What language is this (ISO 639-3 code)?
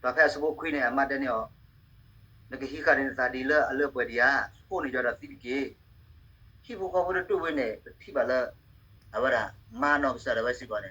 ksw